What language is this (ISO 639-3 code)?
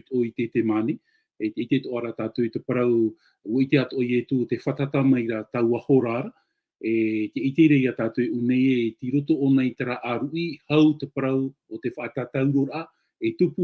tah